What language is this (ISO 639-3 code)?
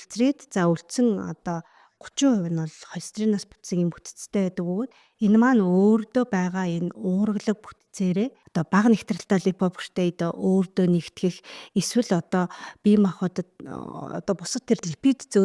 mon